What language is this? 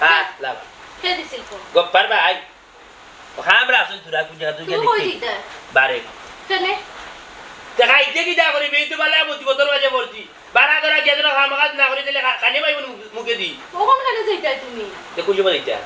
Sylheti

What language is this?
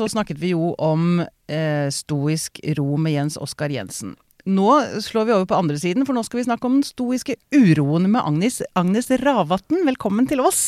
Norwegian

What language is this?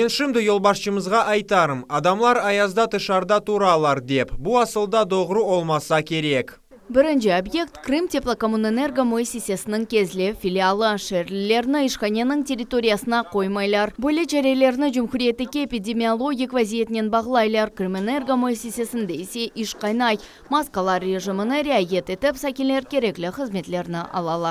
Crimean Tatar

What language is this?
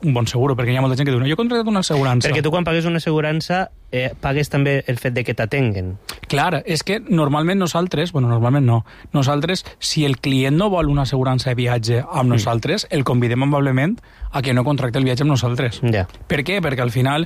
Catalan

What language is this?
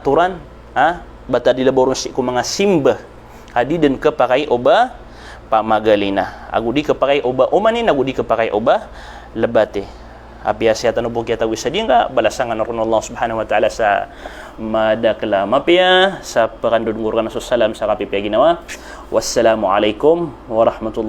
Maranao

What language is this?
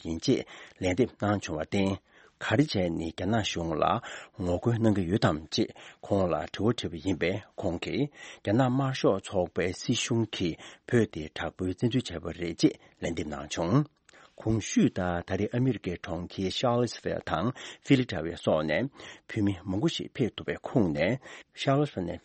Tibetan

